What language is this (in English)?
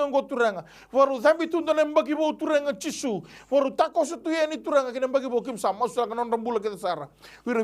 Fijian